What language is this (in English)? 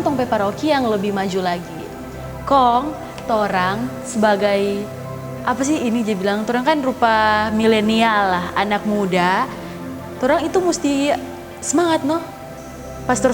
Manado Malay